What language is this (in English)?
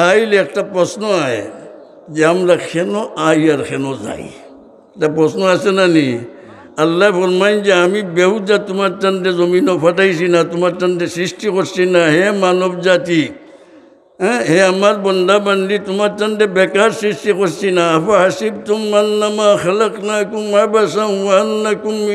Sylheti